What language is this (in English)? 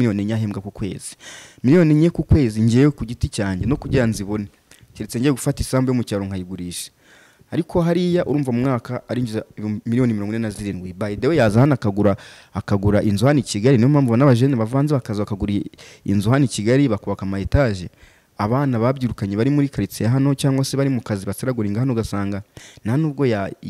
Kinyarwanda